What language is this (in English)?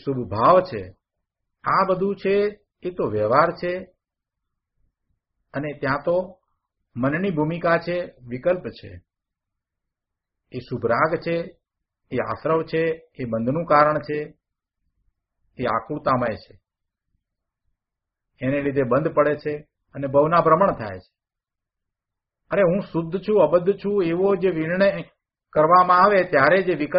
Gujarati